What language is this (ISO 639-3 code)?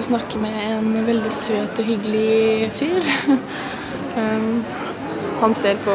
nor